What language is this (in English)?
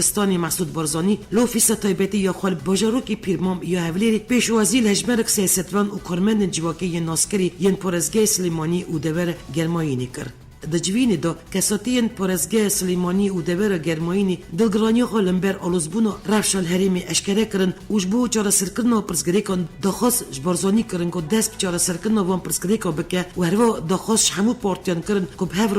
Kurdish